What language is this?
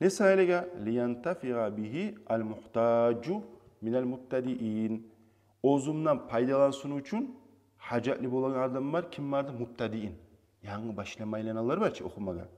Kumyk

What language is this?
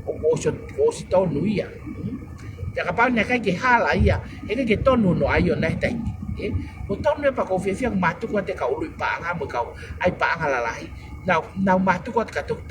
Tongan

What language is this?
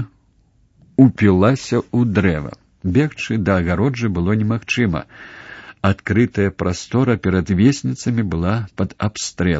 Belarusian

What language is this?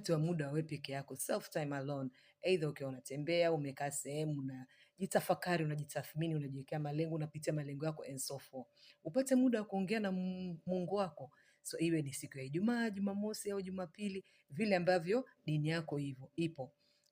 Swahili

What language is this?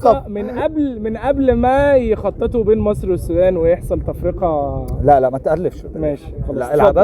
Egyptian Arabic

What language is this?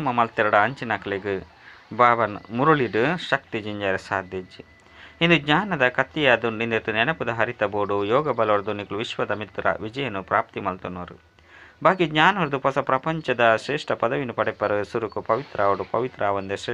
Tulu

